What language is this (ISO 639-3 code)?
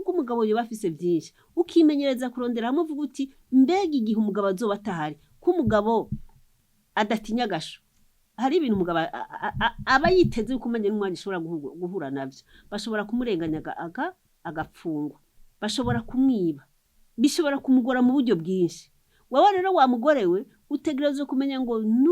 run